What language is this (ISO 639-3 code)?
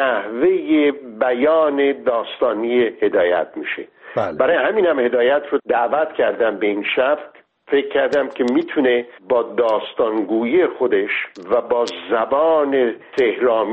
fas